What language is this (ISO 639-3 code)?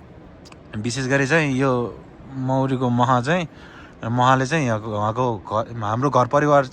nep